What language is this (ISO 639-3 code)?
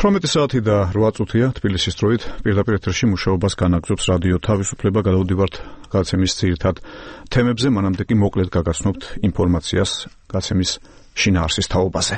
kat